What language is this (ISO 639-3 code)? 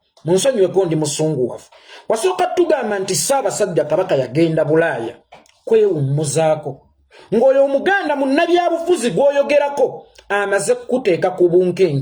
lug